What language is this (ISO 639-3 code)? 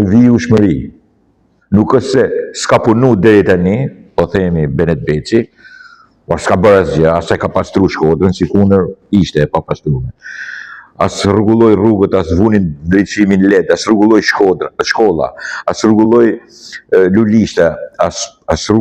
sqi